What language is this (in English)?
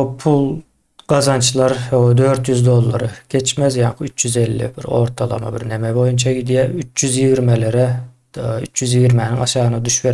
Turkmen